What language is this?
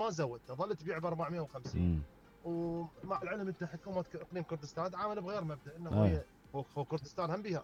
Mesopotamian Arabic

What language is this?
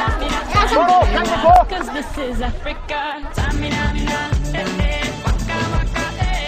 Hakha Chin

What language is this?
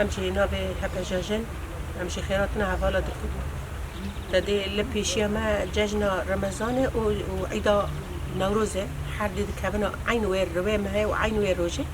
Kurdish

